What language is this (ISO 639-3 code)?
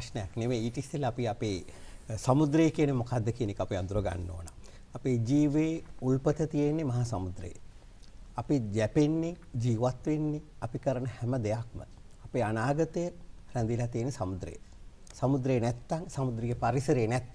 sin